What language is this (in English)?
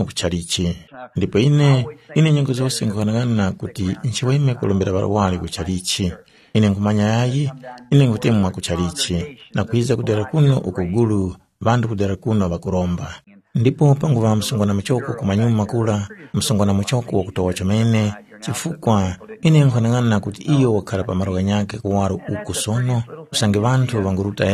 Tumbuka